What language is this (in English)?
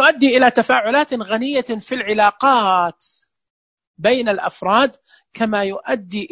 Najdi Arabic